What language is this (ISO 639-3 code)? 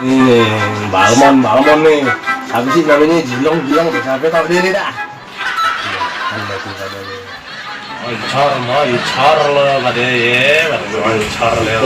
bew